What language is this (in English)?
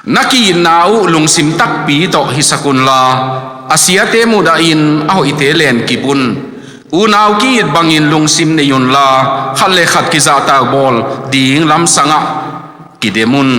Tedim Chin